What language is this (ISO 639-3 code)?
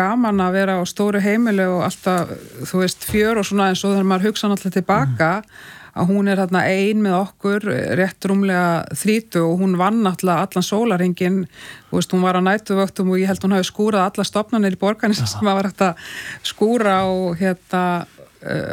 isl